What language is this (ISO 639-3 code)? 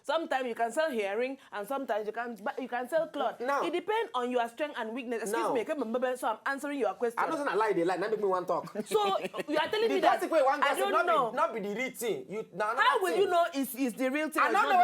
pcm